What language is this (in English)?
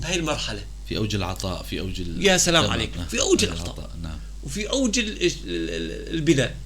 North Levantine Arabic